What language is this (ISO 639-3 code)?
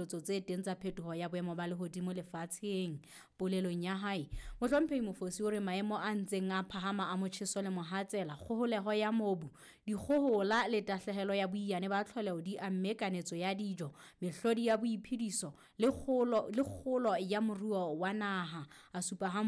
sot